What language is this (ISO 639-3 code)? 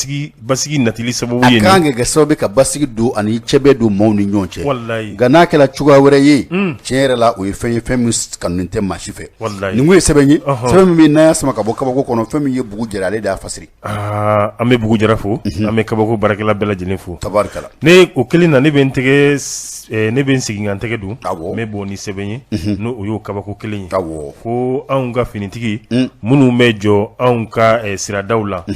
bam